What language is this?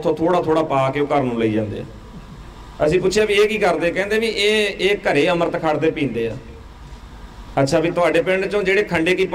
Punjabi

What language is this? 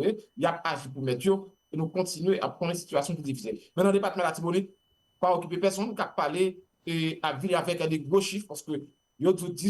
Haitian Creole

